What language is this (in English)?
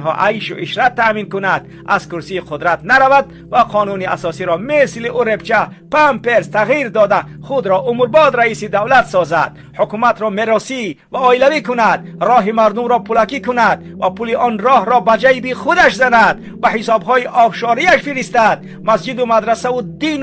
Tajik